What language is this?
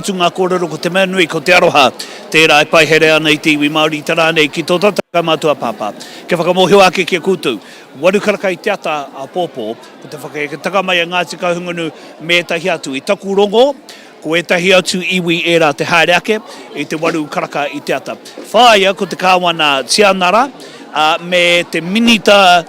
Māori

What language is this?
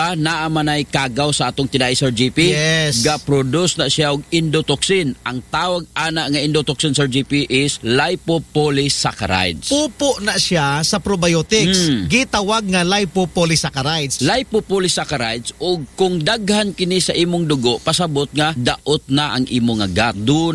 Cebuano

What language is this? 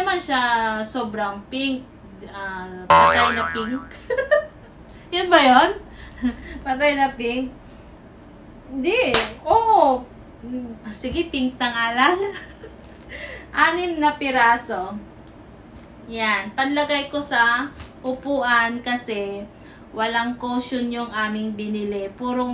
Filipino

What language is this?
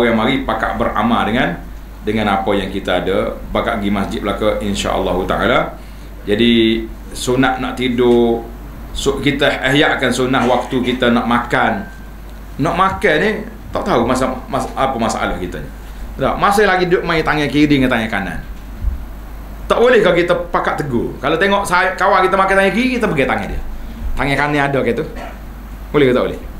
Malay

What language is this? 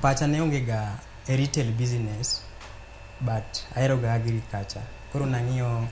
Luo (Kenya and Tanzania)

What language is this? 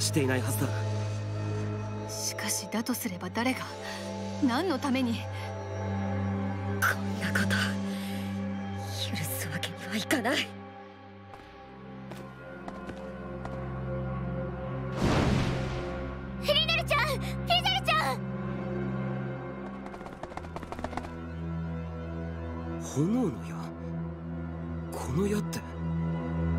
Japanese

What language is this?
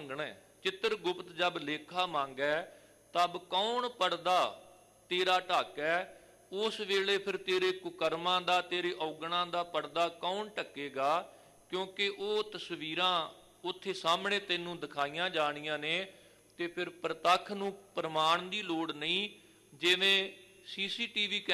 Punjabi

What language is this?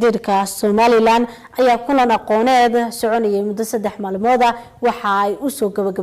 Somali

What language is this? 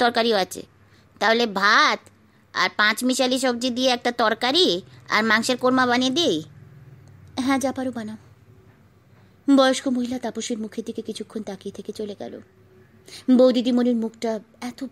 Bangla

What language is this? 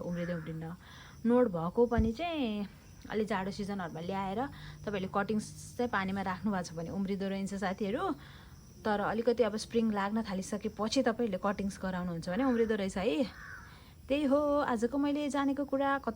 Nepali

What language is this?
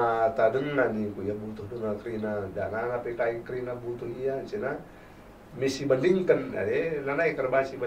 Batak Karo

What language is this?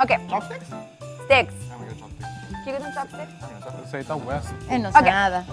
Papiamento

